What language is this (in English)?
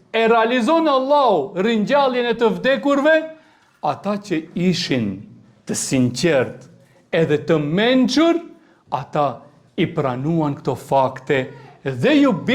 Albanian